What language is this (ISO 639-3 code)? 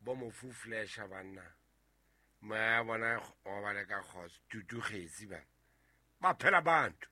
sot